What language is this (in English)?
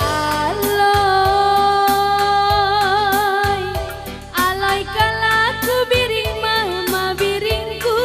Batak Karo